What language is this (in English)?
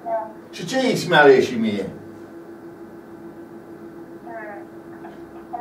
Romanian